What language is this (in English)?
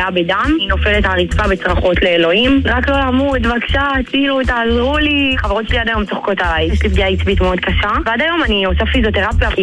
Hebrew